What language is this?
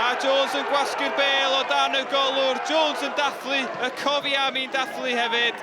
Welsh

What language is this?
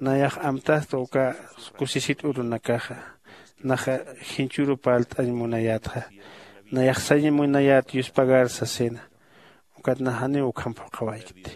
Aymara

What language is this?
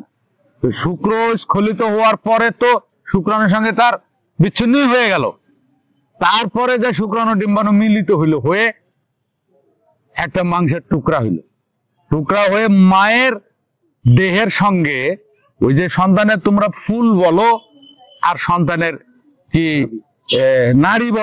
Bangla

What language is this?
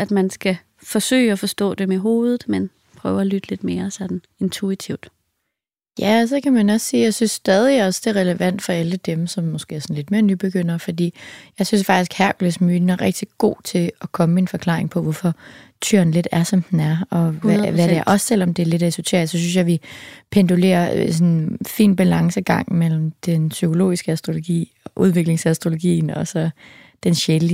Danish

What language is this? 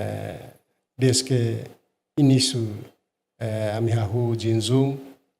Tetum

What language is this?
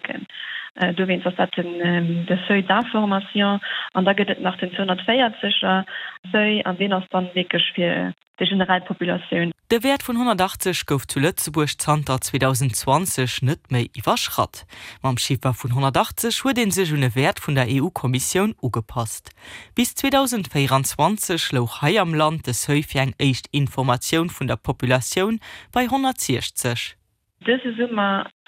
Luxembourgish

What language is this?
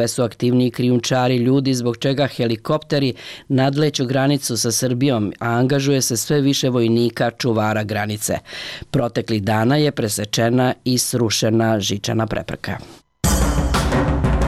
Serbian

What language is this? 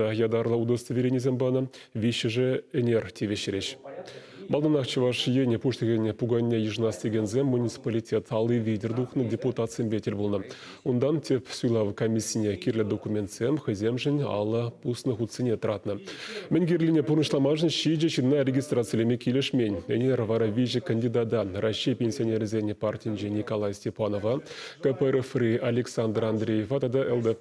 Chuvash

